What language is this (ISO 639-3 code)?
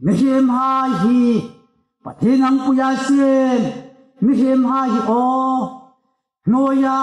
hmr